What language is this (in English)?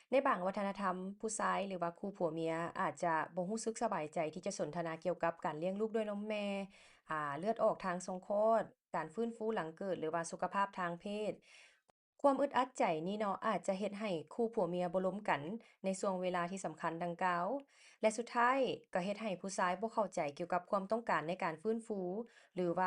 Lao